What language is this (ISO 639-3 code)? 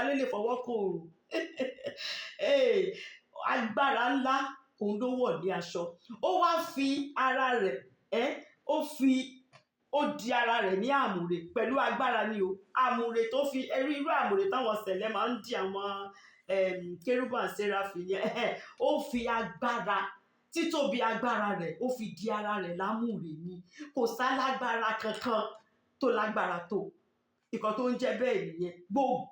yor